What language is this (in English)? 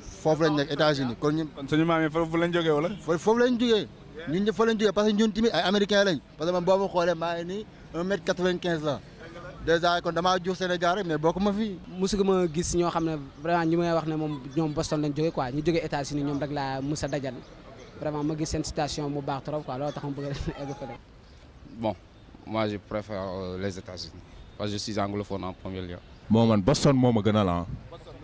Wolof